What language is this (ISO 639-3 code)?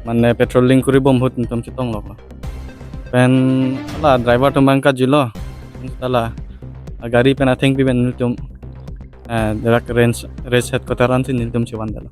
mjw